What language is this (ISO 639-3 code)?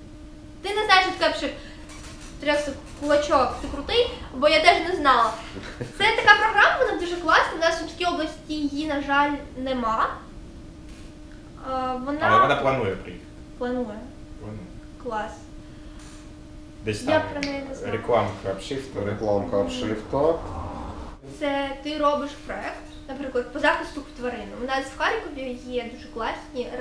ukr